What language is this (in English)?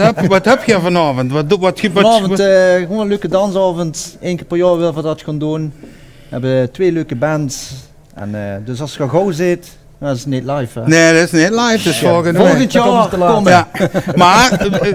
Limburgish